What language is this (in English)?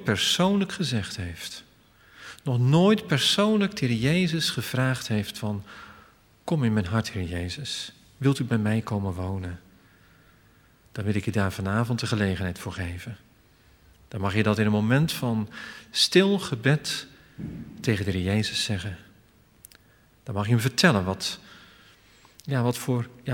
Dutch